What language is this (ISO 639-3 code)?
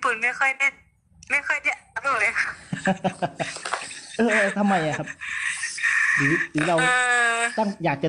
tha